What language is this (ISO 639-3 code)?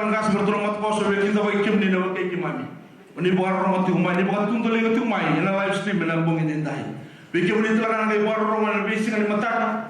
fij